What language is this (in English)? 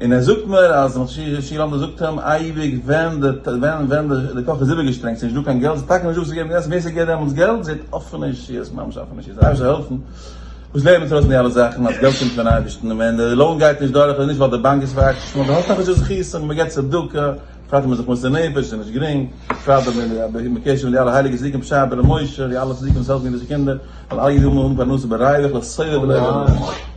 Yiddish